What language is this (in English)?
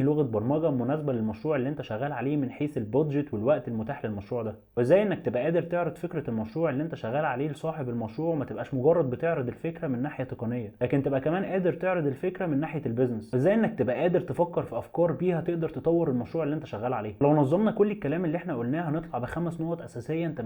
Egyptian Arabic